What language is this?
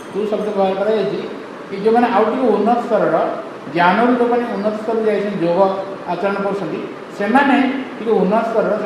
Odia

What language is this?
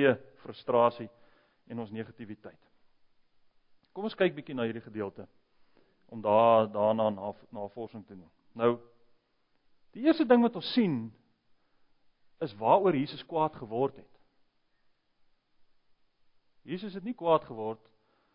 Afrikaans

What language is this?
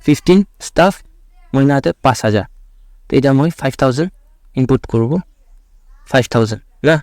Naga Pidgin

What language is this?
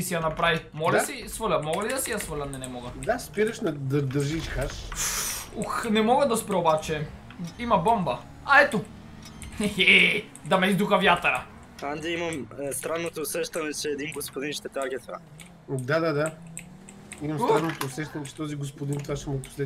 Bulgarian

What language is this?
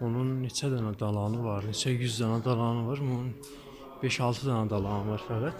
South Azerbaijani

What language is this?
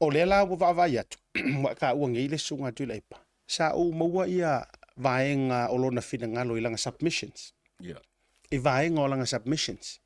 Samoan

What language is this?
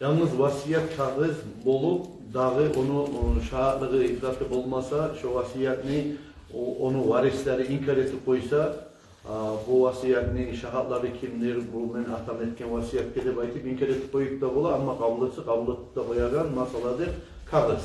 Kumyk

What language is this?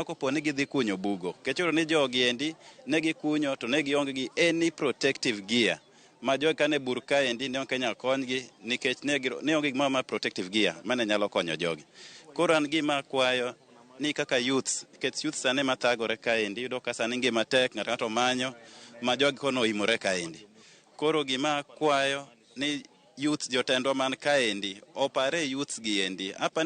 Luo (Kenya and Tanzania)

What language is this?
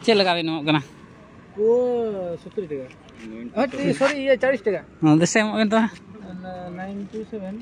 Santali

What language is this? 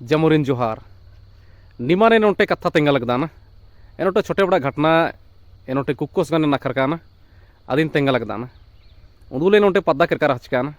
Kurukh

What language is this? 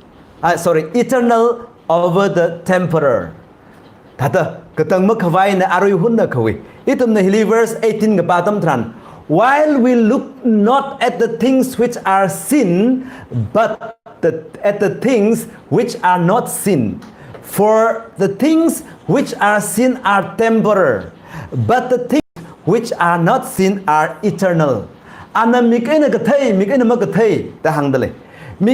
Tangkhul Naga (India)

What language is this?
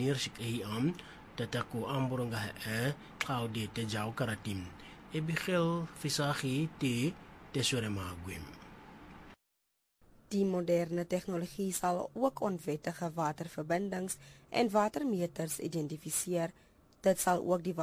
Afrikaans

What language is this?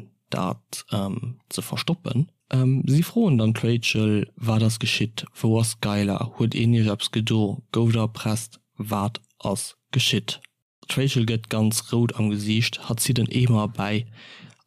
Luxembourgish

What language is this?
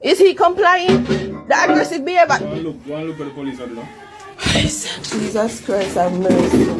Jamaican Creole English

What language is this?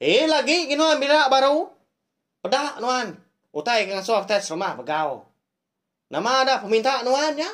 Iban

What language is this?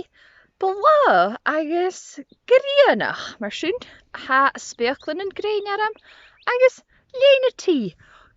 Scottish Gaelic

